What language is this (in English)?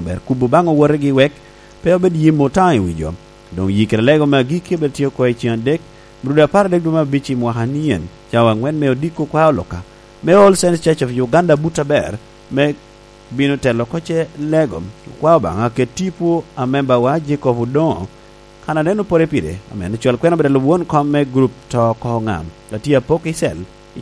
Lango (Uganda)